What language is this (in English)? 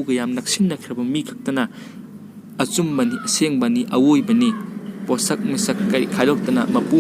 Manipuri